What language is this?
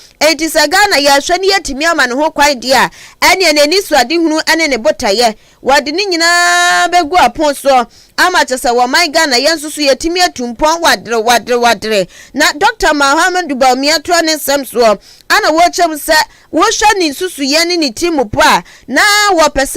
Akan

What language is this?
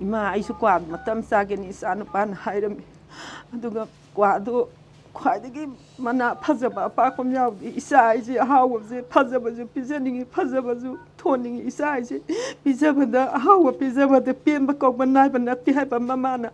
Manipuri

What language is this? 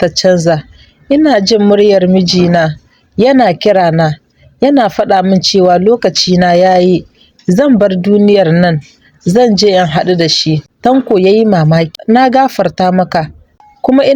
Hausa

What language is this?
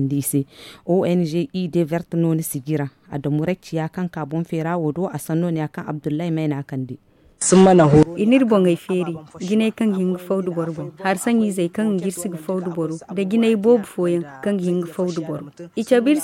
Zarma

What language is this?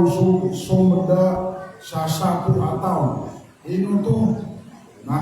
Maranao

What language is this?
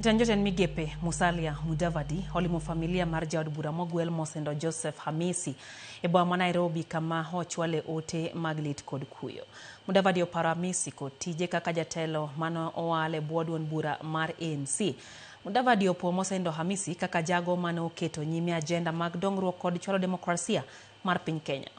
Luo (Kenya and Tanzania)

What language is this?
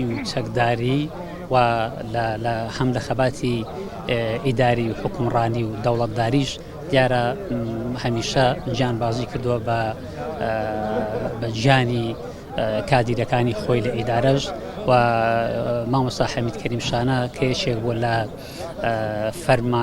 Central Kurdish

